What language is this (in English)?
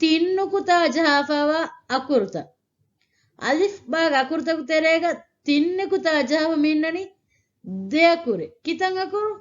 Divehi